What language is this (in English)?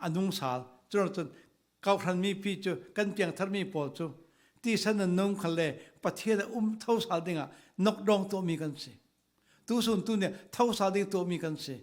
Falam Chin